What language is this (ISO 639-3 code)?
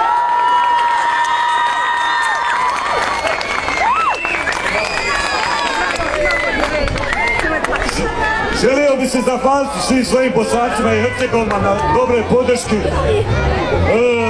bos